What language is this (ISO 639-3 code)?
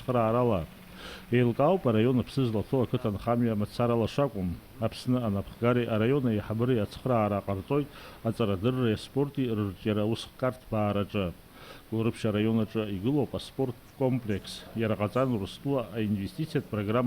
abk